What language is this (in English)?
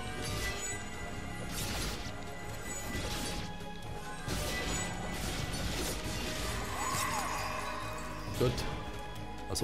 German